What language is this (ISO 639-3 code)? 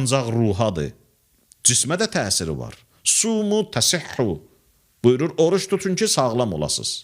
aze